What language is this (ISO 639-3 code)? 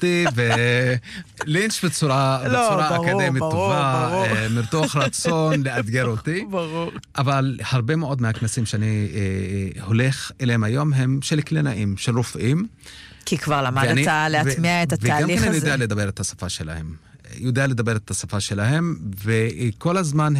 heb